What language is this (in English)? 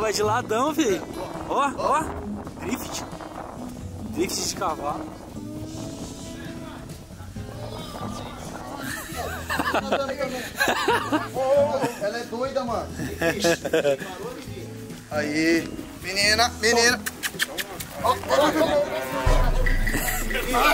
Portuguese